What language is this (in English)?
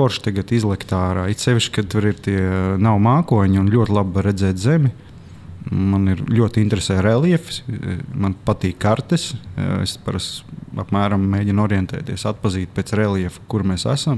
Latvian